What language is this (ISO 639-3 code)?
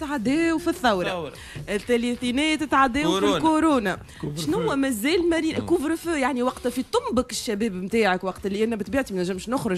aeb